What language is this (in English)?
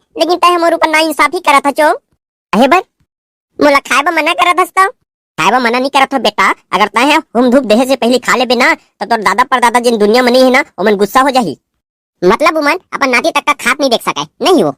Chhattisgarhi